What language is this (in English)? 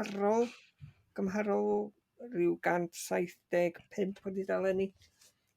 Welsh